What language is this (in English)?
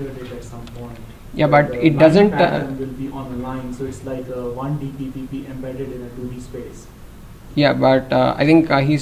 English